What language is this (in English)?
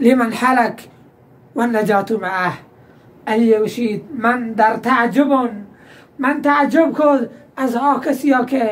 Baluchi